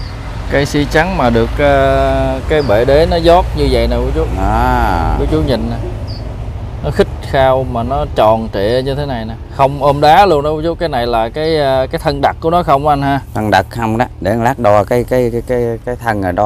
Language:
Vietnamese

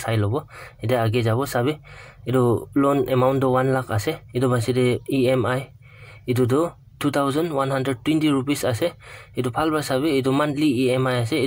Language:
Naga Pidgin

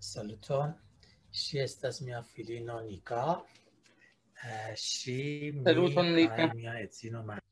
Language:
Esperanto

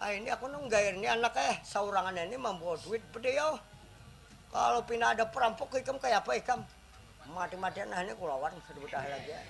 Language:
Banjar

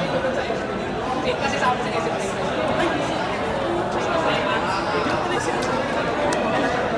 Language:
Filipino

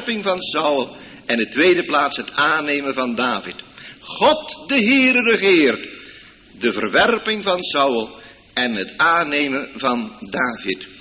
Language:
Dutch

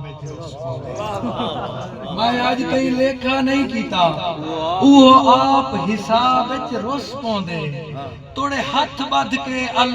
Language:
Saraiki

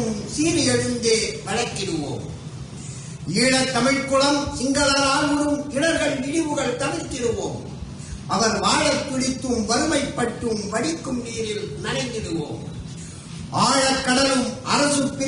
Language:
Tamil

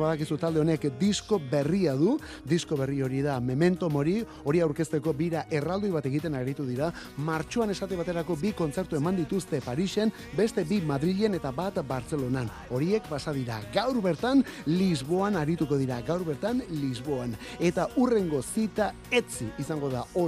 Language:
Basque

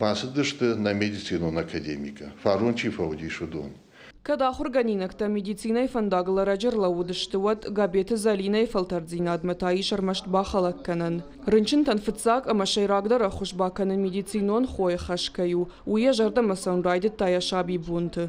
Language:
Ossetic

